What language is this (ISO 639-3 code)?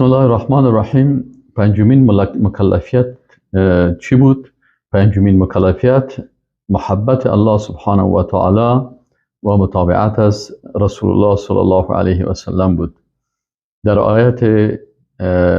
fas